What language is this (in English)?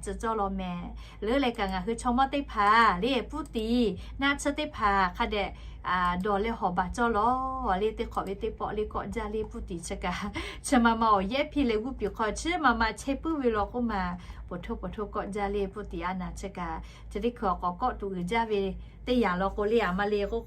Lahu